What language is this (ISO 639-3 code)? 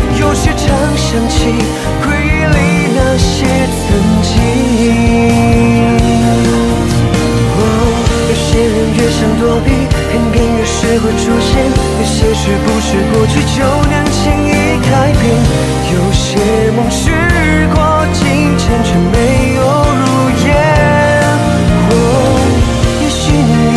zho